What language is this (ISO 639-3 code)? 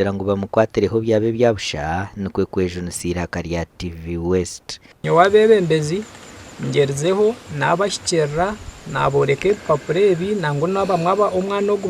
nyn